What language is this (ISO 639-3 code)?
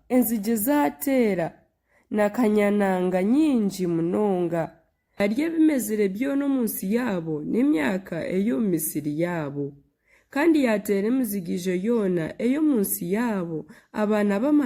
nyn